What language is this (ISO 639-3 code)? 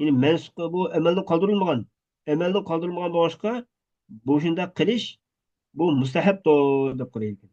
uig